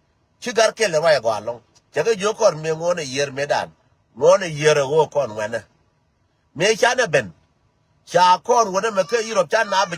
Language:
Nuer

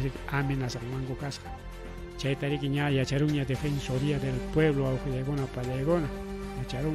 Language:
Ayacucho Quechua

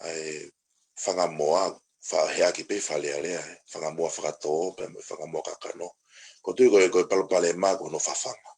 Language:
Tongan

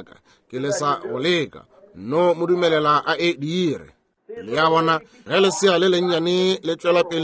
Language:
Northern Sotho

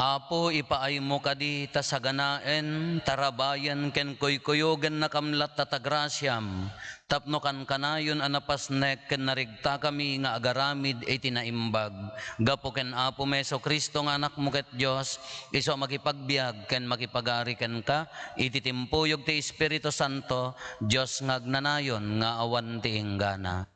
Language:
Iloko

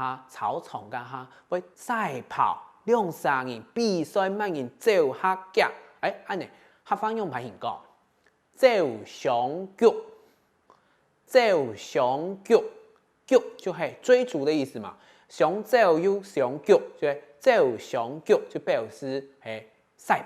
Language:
Hakka Chinese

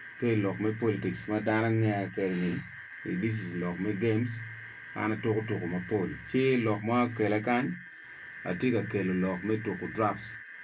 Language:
Acoli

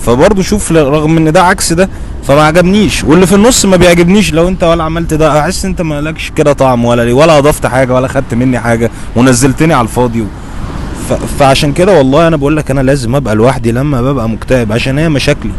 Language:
Egyptian Arabic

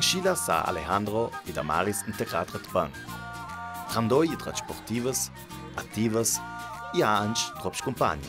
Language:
Ladin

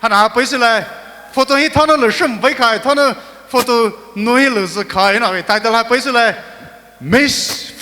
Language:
Poumei Naga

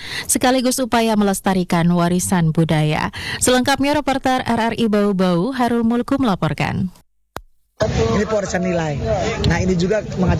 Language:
Indonesian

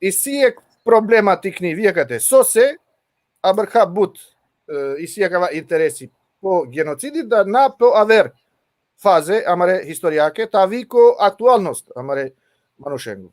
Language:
Balkan Romani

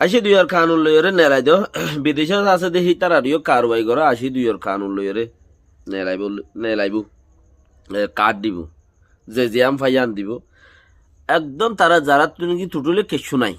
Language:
Rohingya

